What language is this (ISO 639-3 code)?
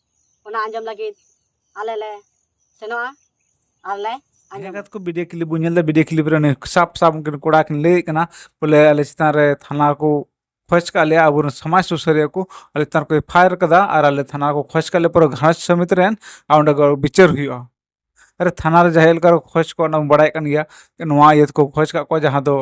sat